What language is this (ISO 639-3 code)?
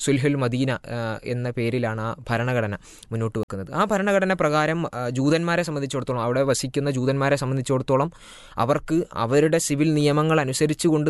mal